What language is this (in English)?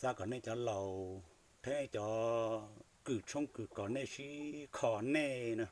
Hmong